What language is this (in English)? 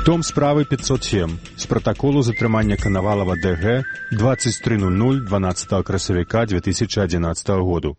Belarusian